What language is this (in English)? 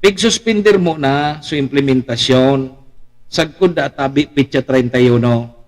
Bikol